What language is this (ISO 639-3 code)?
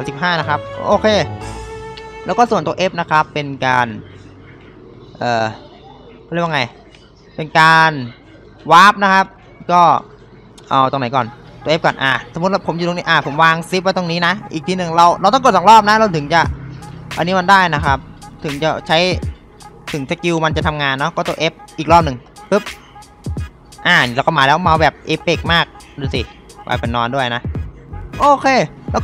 tha